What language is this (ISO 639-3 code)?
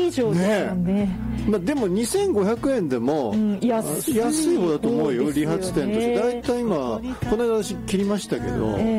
jpn